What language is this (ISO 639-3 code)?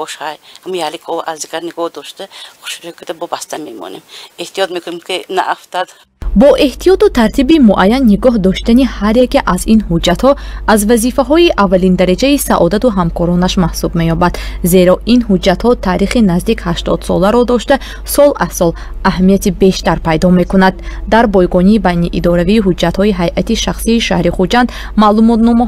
tgk